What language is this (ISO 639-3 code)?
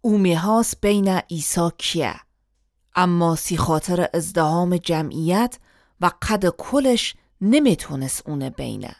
glk